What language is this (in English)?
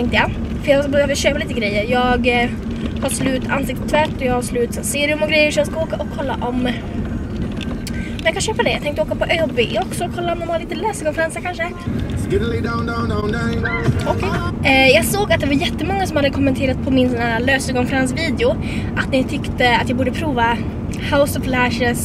Swedish